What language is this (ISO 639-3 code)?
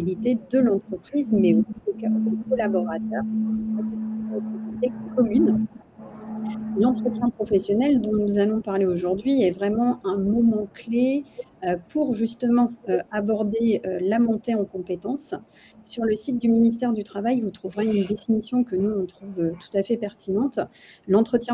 fra